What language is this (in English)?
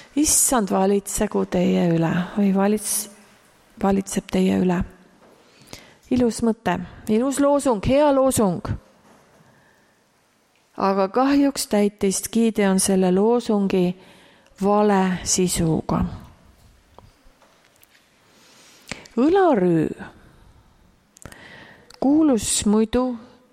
Estonian